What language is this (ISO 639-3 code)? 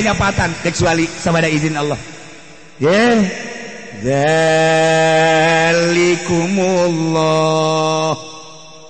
sun